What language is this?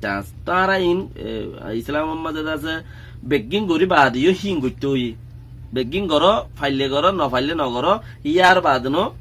Rohingya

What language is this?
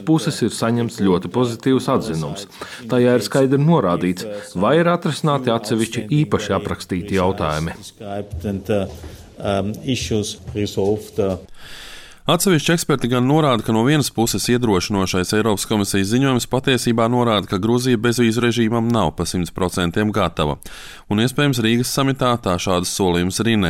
Latvian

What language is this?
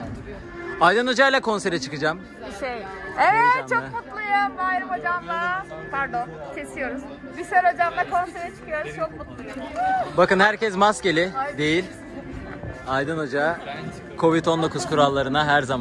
Turkish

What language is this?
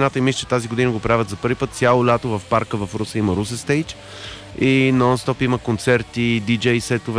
Bulgarian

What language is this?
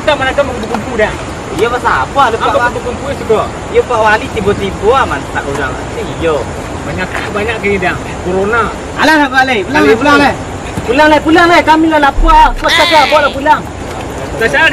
Minangkabau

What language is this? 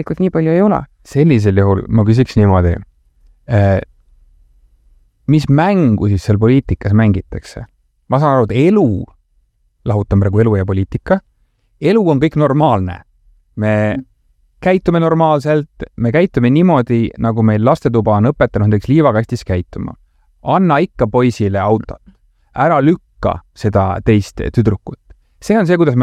Estonian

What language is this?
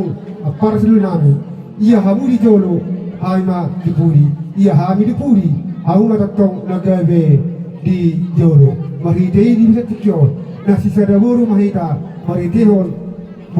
Batak Toba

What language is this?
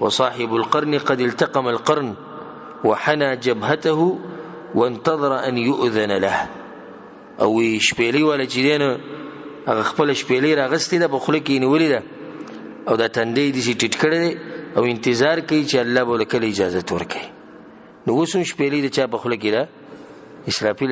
Pashto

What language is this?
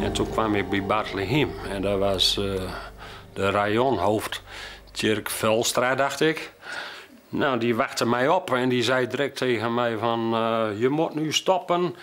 Western Frisian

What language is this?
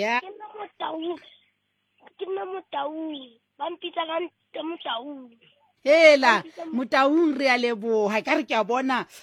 Southern Sotho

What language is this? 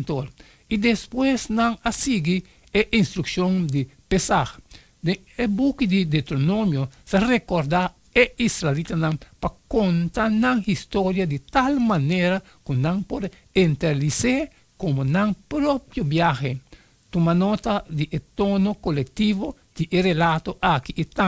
Papiamento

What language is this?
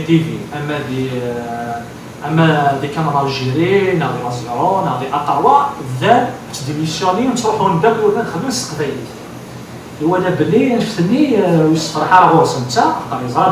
Kabyle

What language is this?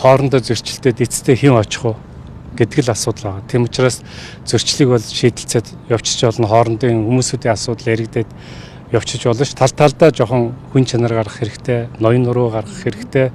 Mongolian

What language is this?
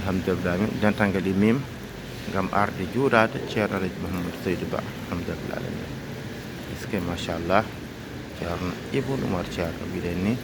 Fula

